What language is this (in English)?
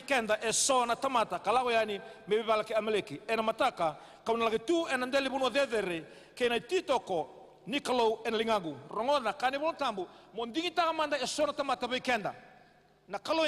Fijian